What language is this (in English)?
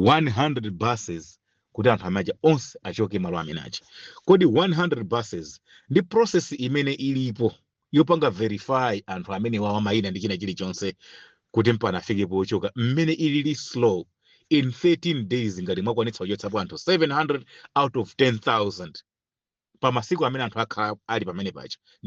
Nyanja